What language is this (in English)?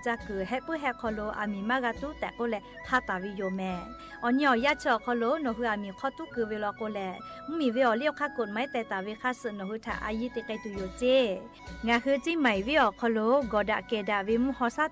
Lahu